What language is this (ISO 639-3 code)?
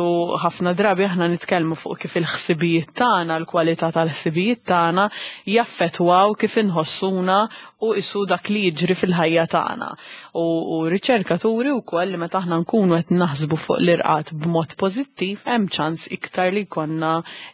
mlt